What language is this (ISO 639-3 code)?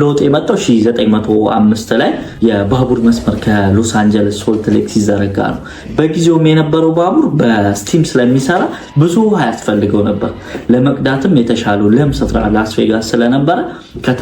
amh